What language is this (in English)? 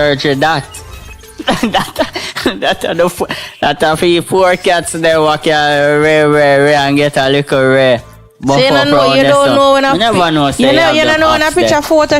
Jamaican Creole English